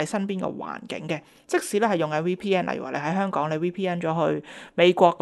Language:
Cantonese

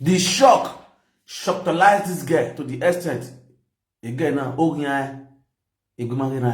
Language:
Nigerian Pidgin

